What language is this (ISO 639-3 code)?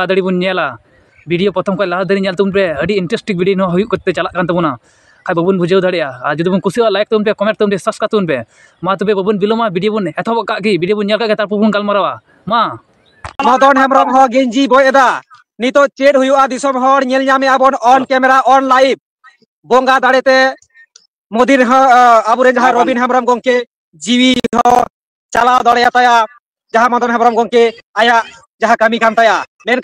sat